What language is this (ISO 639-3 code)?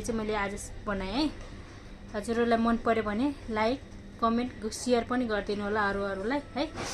nep